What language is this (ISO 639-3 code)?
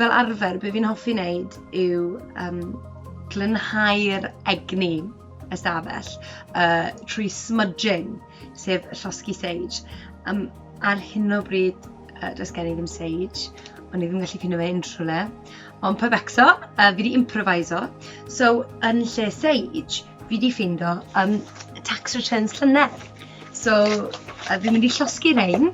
cym